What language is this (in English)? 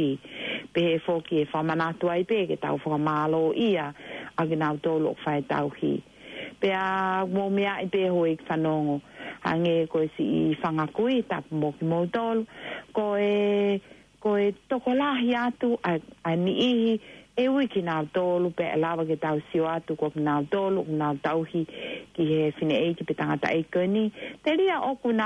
Tongan